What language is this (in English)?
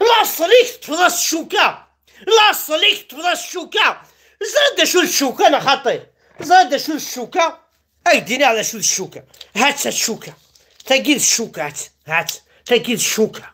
Kabyle